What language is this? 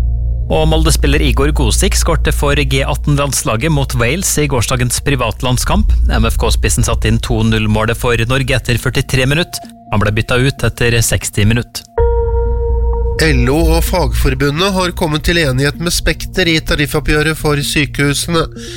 Norwegian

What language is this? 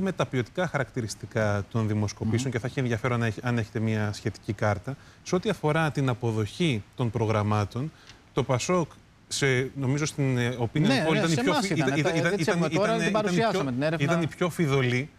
Greek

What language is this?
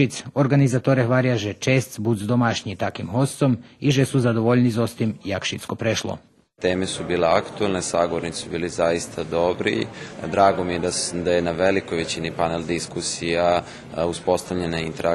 Rusyn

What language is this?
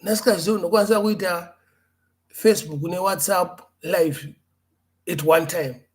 Shona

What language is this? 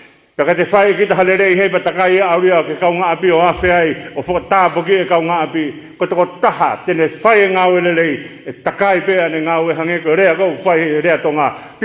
Tongan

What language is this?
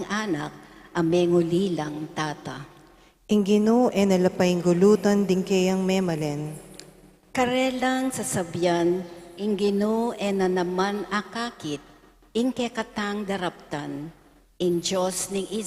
Pampanga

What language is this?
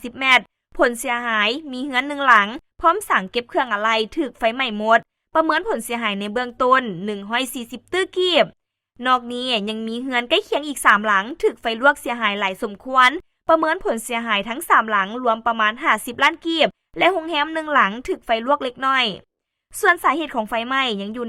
Lao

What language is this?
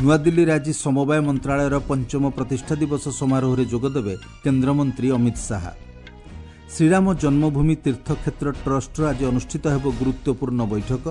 Odia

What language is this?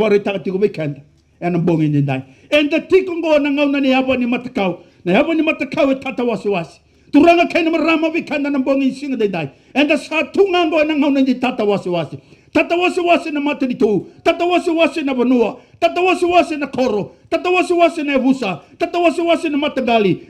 Fijian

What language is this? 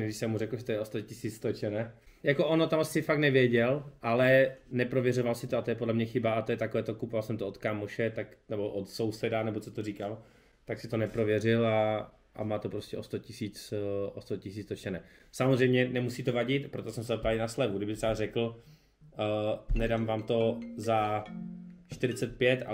Czech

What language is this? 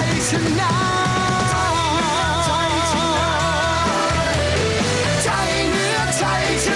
Thai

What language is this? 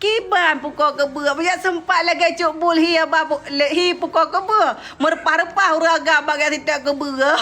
Achinese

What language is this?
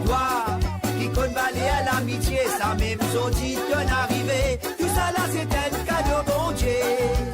Morisyen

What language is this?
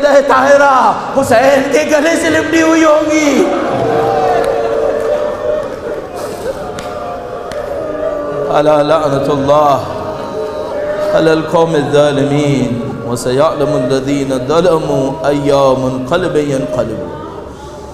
Urdu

